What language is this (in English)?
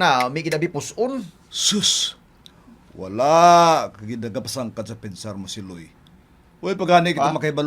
Hiligaynon